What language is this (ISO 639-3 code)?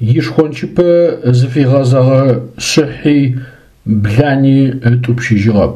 ady